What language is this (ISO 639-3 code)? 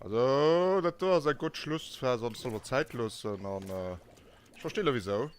ltz